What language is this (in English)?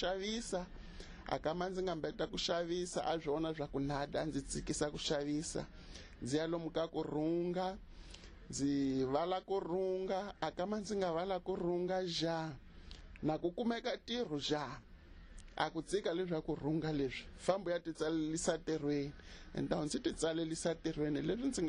Tsonga